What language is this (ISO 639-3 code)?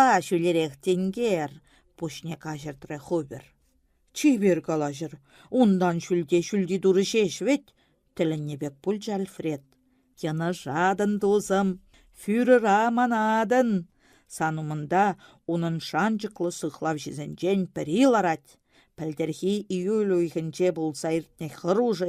chv